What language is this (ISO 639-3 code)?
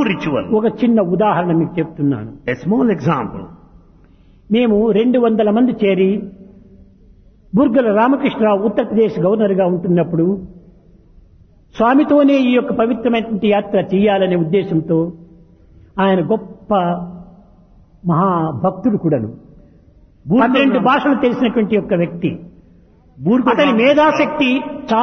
tel